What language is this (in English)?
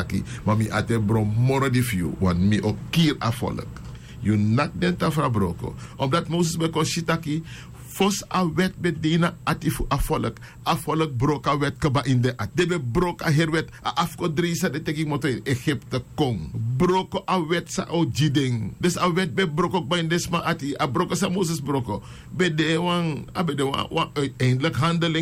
Sranan Tongo